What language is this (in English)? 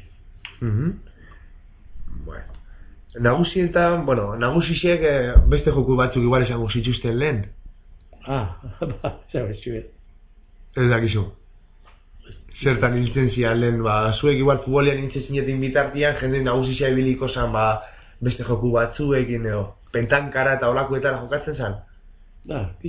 Basque